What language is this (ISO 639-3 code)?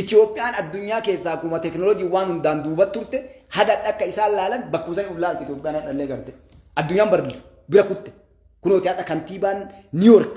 orm